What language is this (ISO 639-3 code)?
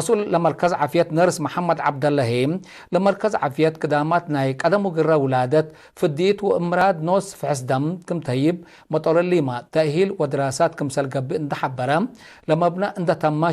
tig